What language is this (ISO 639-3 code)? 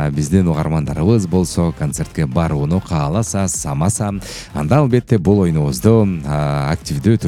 kir